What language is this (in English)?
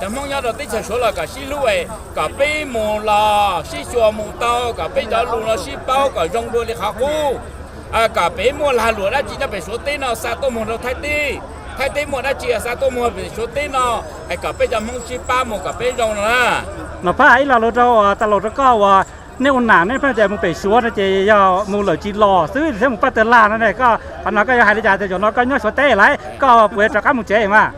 Hmong